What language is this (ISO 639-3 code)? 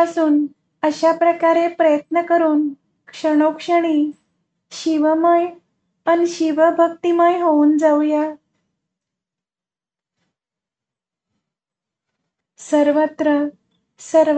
mar